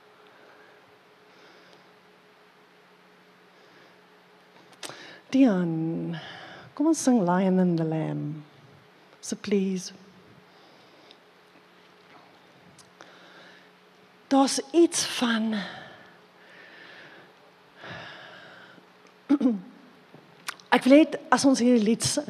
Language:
Afrikaans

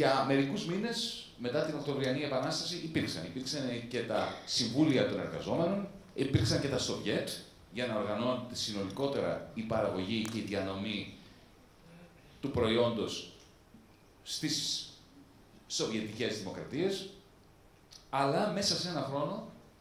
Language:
Greek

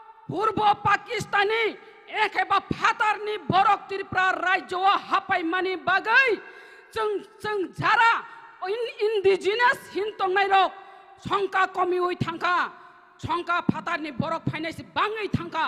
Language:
Kok Borok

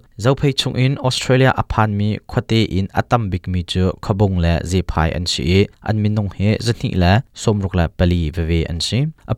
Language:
Hakha Chin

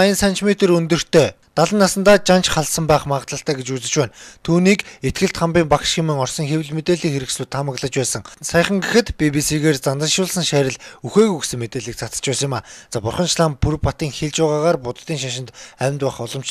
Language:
Mongolian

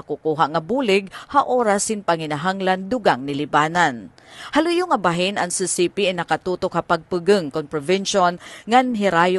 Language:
Waray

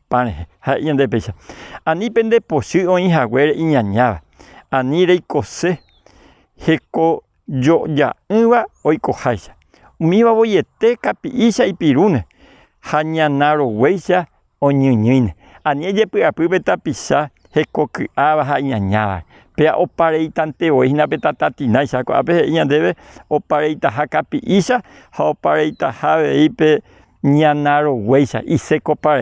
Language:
Guarani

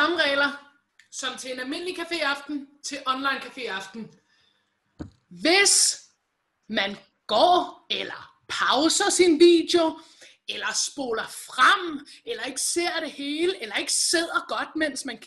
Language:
Danish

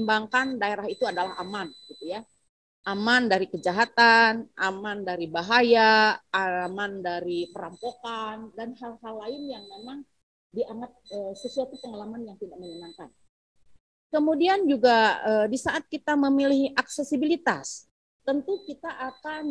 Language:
Indonesian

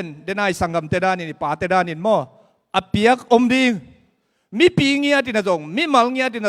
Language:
Tedim Chin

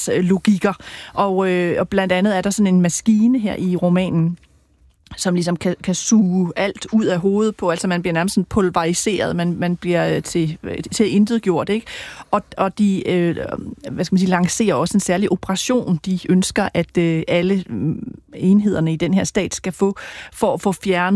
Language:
Danish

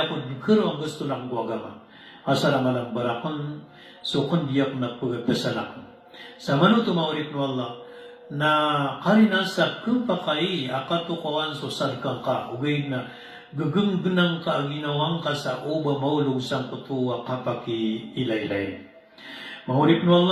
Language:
Maranao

